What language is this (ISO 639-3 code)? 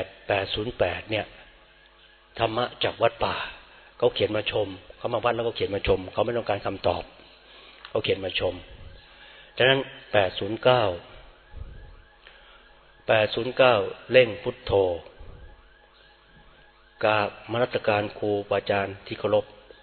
tha